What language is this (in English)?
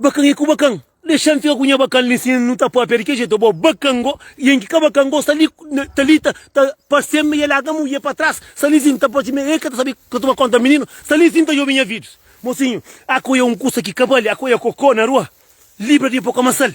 Kabuverdianu